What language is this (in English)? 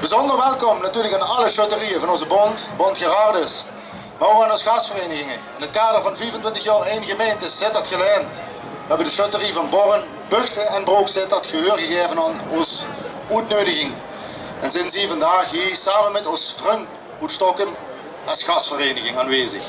Limburgish